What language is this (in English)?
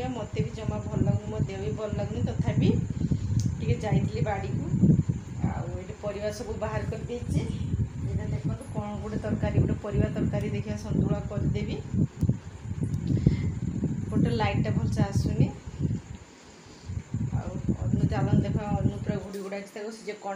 Odia